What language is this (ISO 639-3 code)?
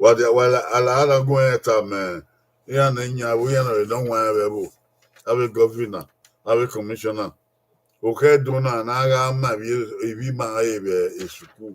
bin